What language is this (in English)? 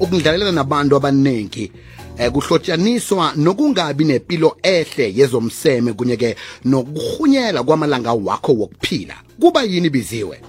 South Ndebele